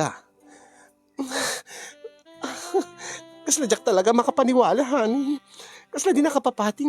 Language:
Iloko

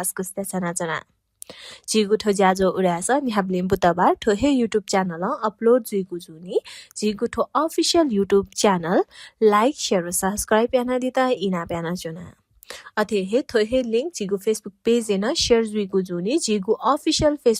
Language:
Newari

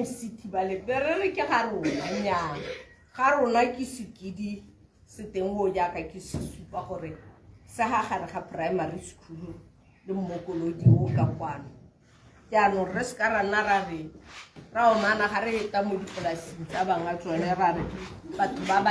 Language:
Tswana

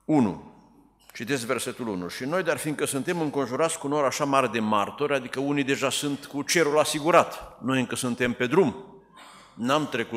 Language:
Romanian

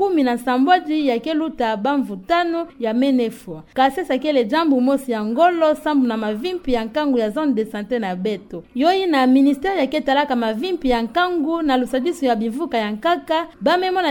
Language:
Kituba (Democratic Republic of Congo)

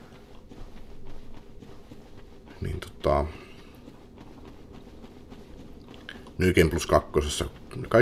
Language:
Finnish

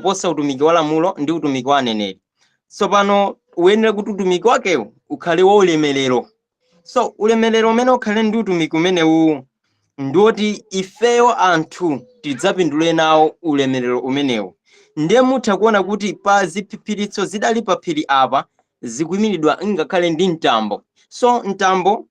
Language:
Nyanja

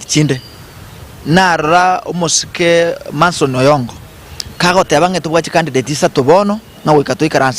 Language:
Gusii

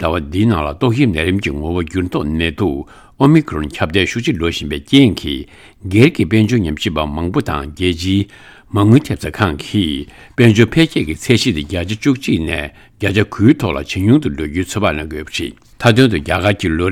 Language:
Tibetan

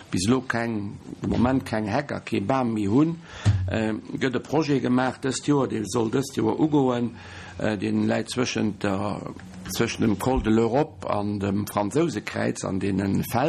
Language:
Luxembourgish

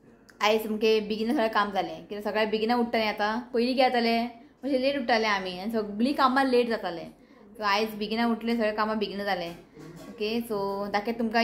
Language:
Konkani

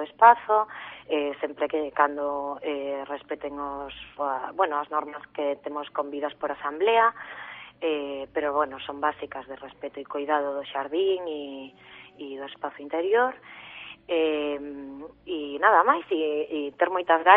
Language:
Galician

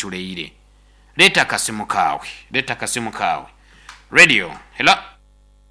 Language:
Nyoro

